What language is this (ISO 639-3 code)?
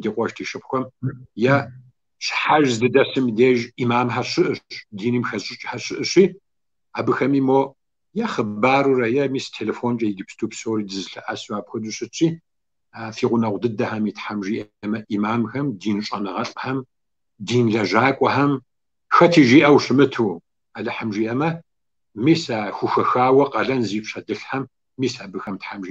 kbd